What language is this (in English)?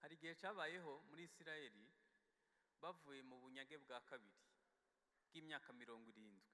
Kinyarwanda